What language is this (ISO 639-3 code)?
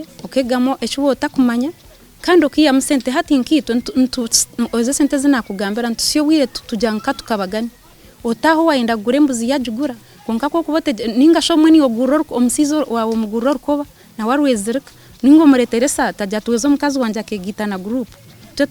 nyn